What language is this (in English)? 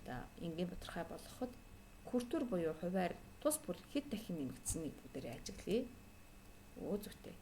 Mongolian